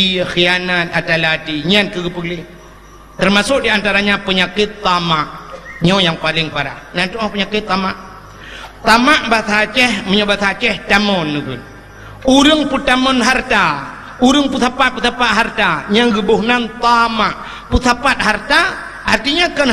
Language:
Achinese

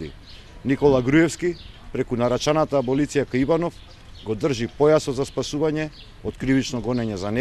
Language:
Macedonian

